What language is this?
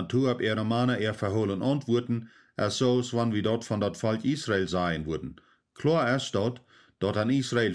Plautdietsch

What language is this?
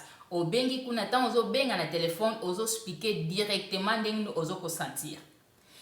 Lingala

